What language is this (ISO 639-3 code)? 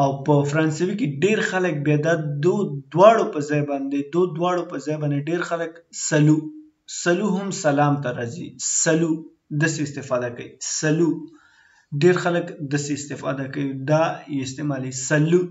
pus